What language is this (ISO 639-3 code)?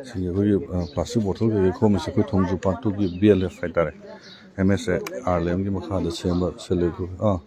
mni